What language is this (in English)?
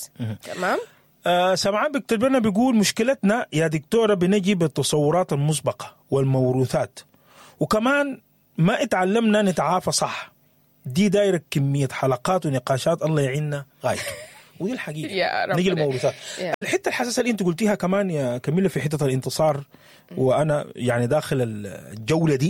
Sudanese Arabic